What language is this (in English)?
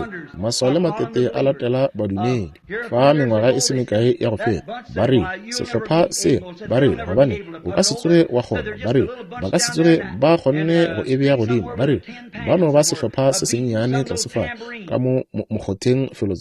Northern Sotho